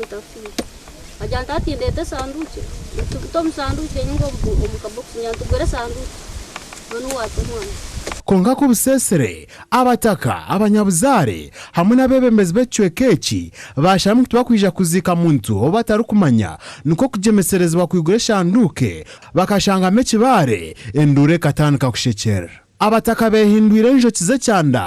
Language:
Nyankole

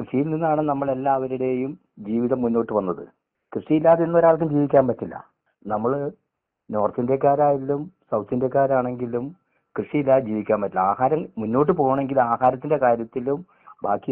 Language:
Malayalam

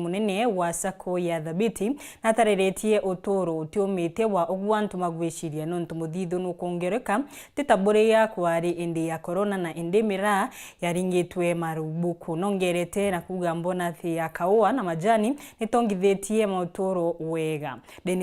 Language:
Meru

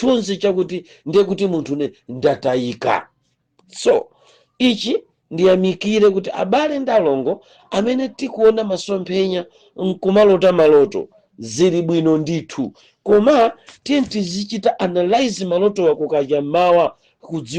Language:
Nyanja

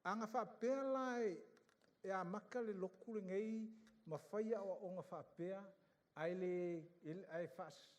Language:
Samoan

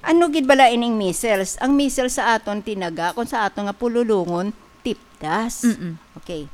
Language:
Hiligaynon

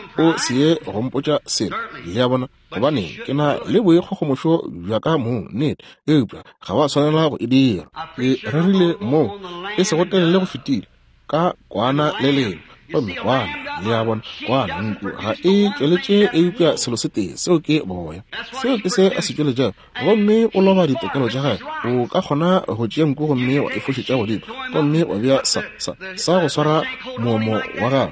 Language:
Northern Sotho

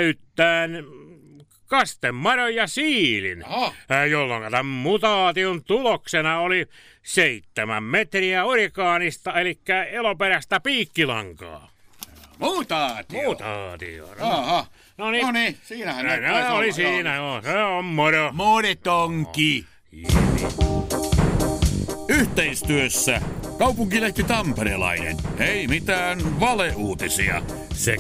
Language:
Finnish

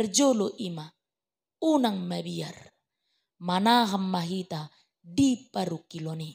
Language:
Batak Toba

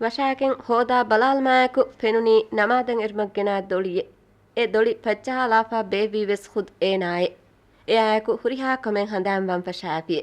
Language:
Divehi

